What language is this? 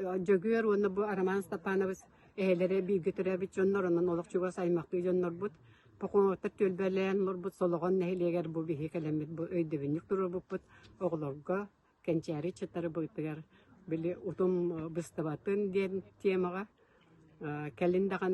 Yakut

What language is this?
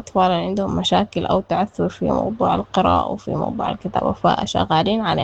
Sudanese Arabic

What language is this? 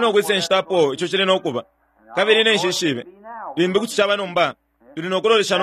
Bemba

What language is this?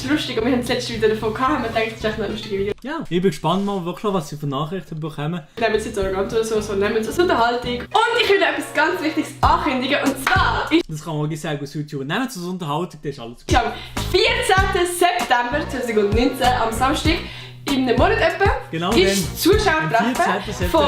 Swiss German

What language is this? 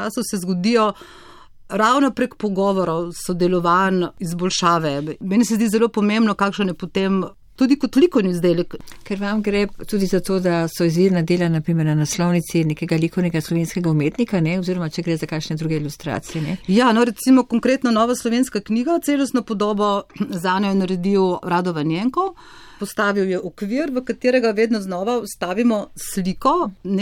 Slovenian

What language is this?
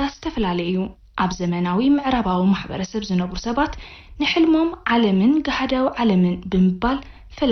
Tigrinya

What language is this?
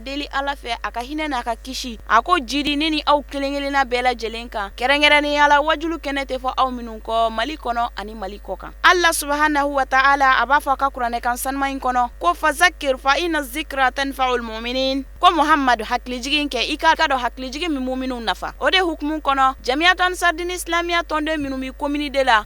Bambara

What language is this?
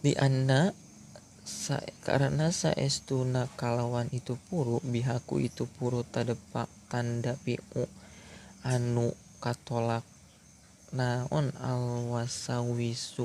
Sundanese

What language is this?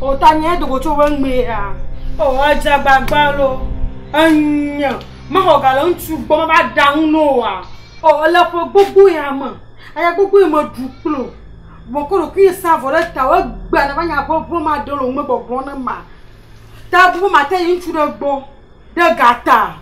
Ewe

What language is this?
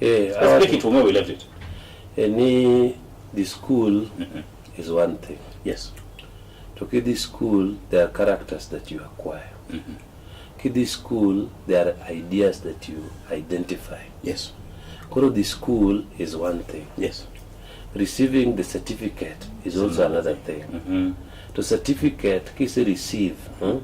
Luo (Kenya and Tanzania)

